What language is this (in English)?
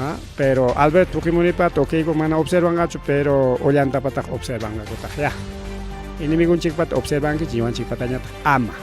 Ayacucho Quechua